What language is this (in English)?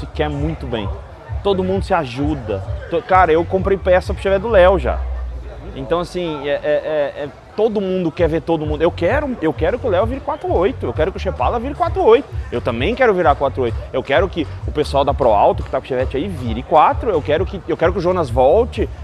Portuguese